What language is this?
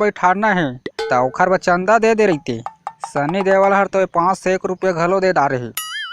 Chhattisgarhi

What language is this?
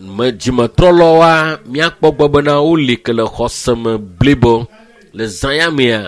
Ewe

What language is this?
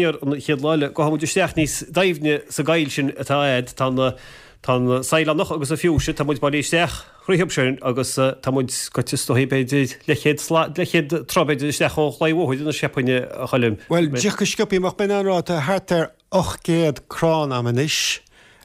Irish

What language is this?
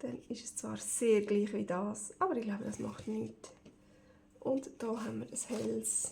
Swiss German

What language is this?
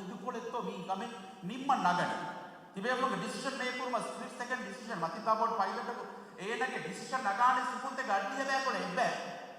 Divehi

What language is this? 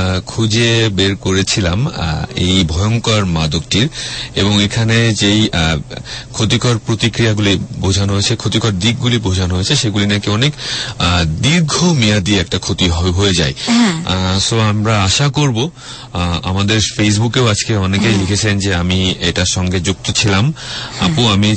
Bangla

